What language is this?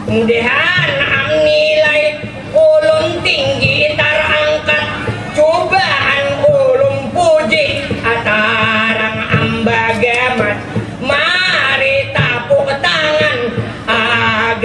Banjar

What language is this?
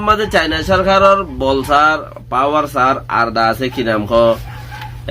Rohingya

